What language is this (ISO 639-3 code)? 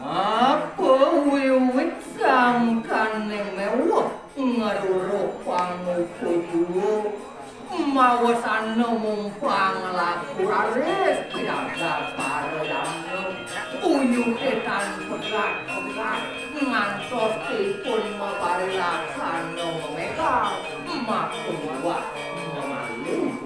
ban